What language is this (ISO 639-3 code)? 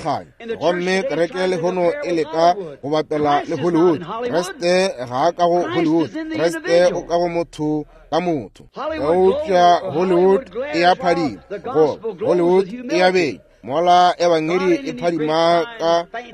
nso